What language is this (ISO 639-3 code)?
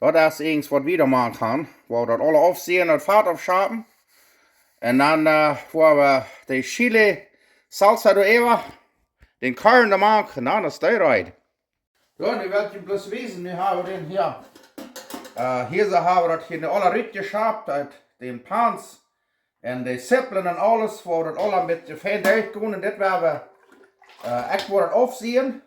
pdt